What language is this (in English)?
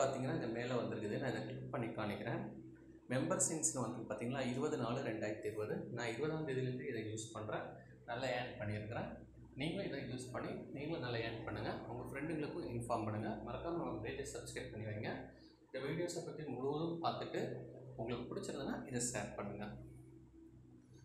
Tamil